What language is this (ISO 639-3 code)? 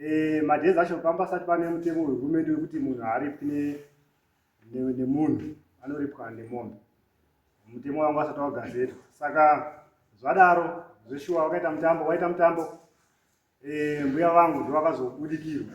sna